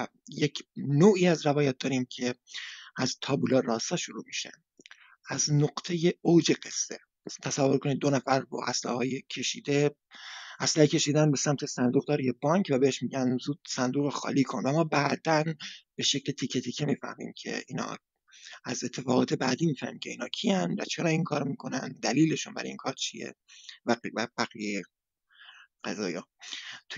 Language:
Persian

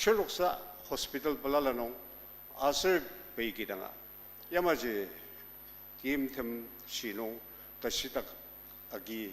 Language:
Ao Naga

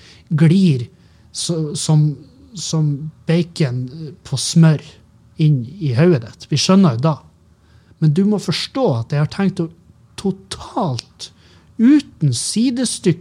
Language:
Norwegian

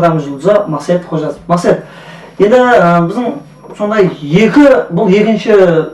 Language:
Kara-Kalpak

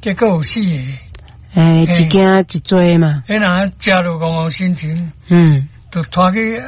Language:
Min Nan Chinese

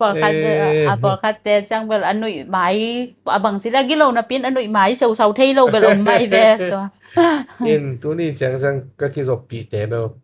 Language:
Tedim Chin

